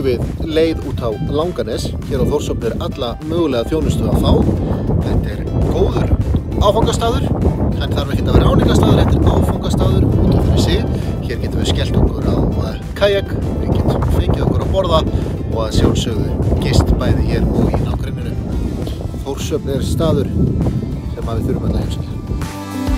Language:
Icelandic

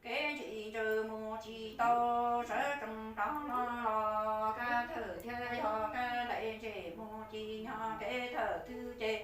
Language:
Hmong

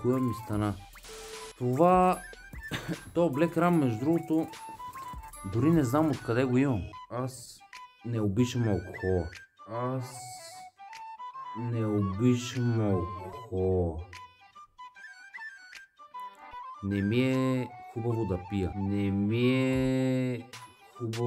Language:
Bulgarian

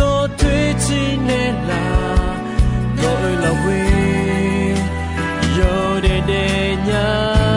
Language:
Akha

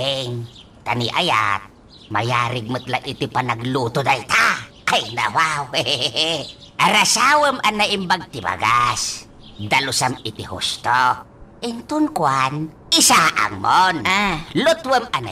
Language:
Iloko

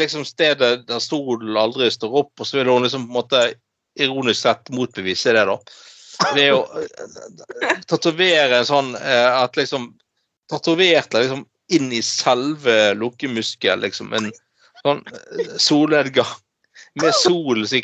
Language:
Norwegian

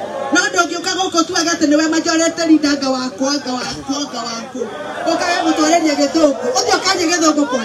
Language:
Kikuyu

